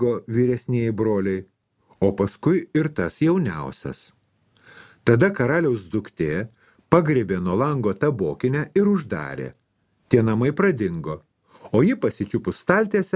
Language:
Lithuanian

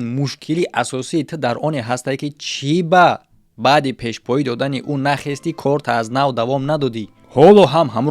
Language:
Tajik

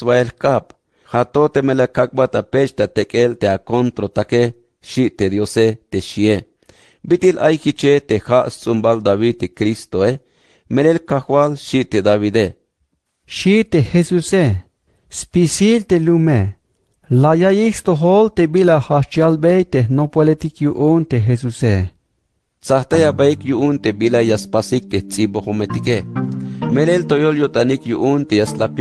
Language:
Tzeltal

